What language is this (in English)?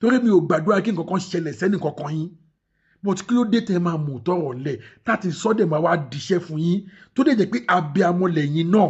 Yoruba